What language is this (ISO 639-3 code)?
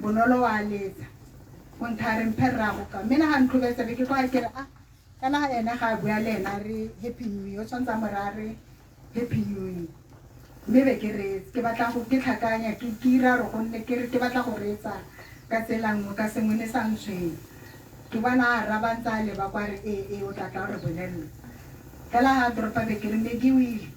tsn